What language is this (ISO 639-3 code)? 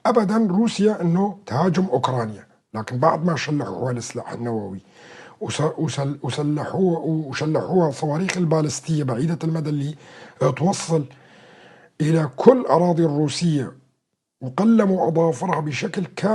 apc